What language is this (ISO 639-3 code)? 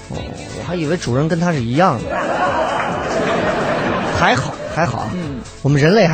zho